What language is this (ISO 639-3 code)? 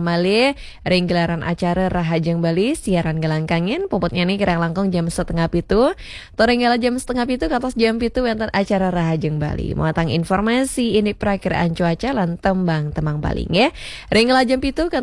ban